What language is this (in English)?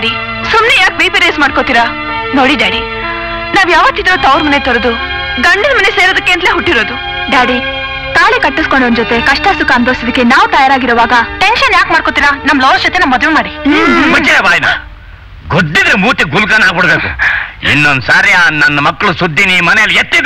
Kannada